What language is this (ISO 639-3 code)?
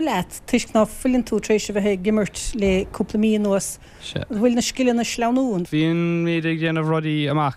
gle